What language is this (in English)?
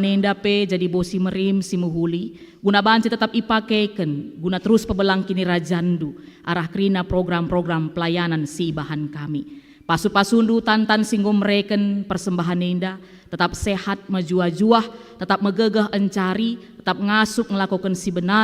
Batak Karo